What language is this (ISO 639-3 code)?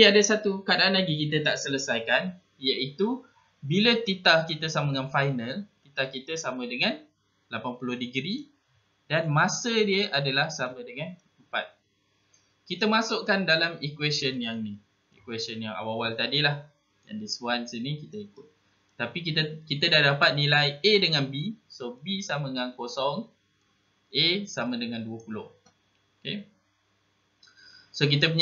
msa